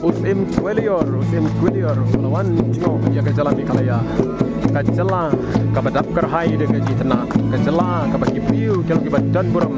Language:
Khasi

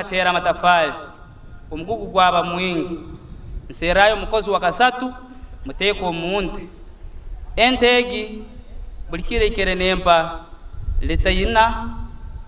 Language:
Nyankole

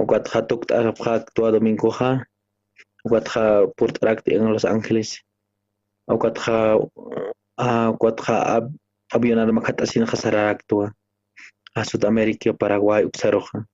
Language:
Aymara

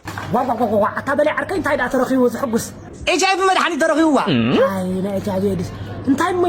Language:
Tigrinya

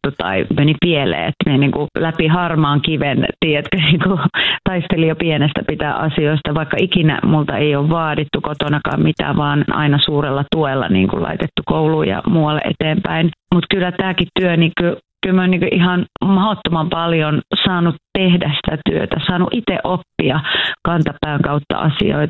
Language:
Finnish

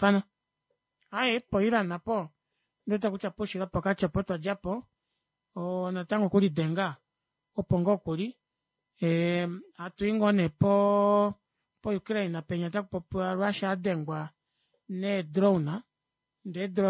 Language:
Kuanyama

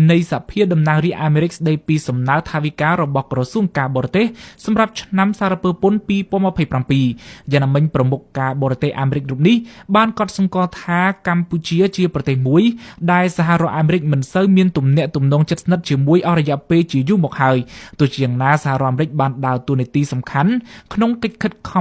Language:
Khmer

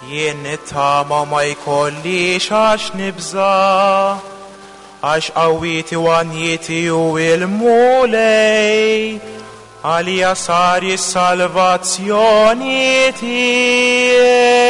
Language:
Maltese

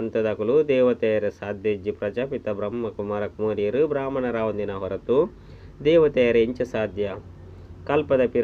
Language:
Tulu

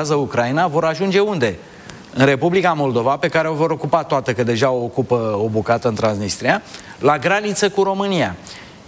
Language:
Romanian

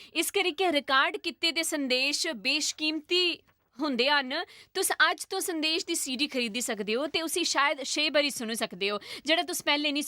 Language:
Dogri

